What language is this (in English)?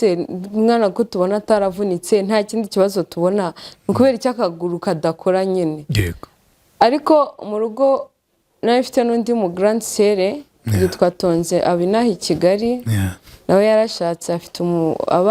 Kinyarwanda